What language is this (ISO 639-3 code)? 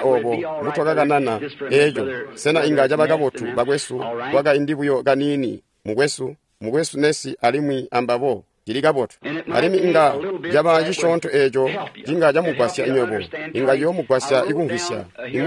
toi